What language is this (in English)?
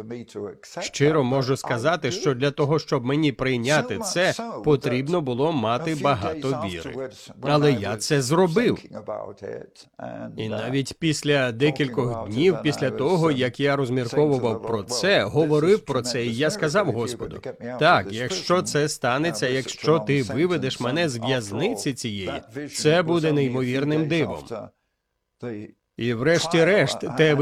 Ukrainian